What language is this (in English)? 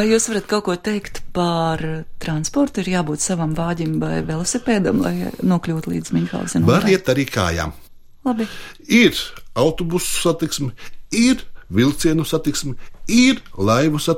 Latvian